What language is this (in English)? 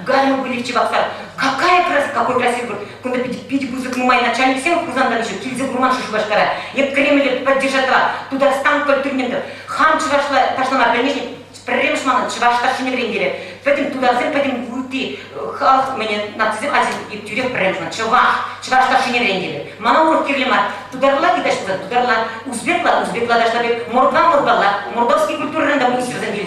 Chuvash